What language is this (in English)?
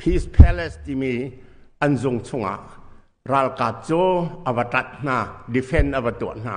Hakha Chin